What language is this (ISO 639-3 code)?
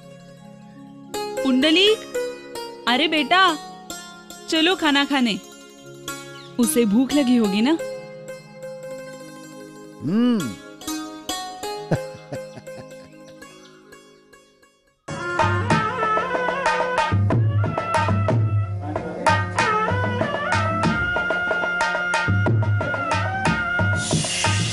hin